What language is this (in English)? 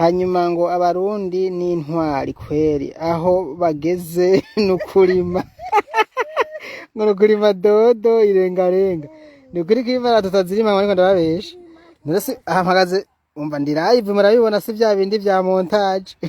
Rundi